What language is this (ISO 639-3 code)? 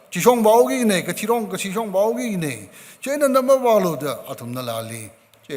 nmf